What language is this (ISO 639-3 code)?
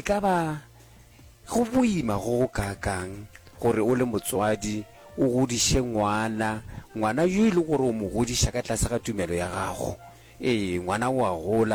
nso